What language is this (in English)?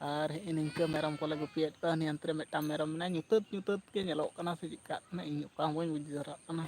Santali